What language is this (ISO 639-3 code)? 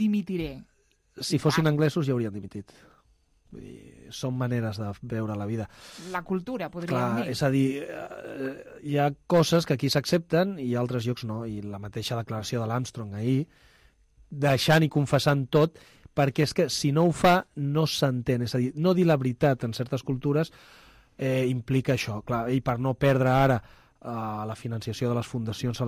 cat